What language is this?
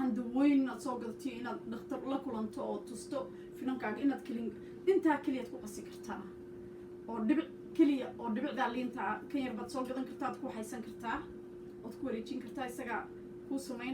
Somali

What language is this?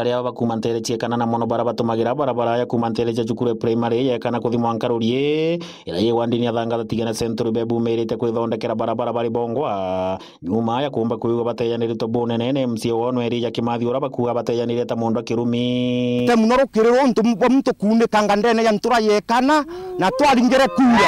Meru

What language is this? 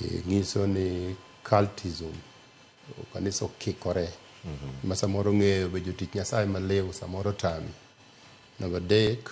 Luo (Kenya and Tanzania)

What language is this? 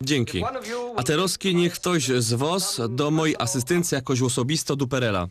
Silesian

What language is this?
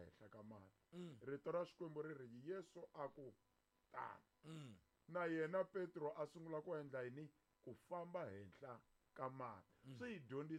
Tsonga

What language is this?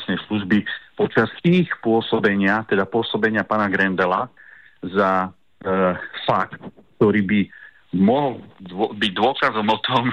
Slovak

